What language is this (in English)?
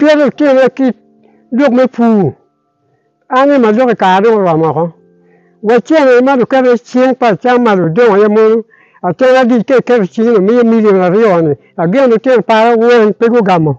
Acoli